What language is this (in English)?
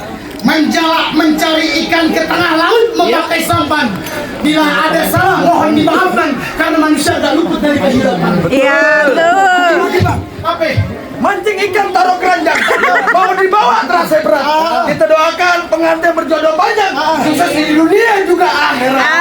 Betawi